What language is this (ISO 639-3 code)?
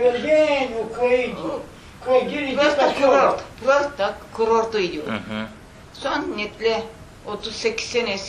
crh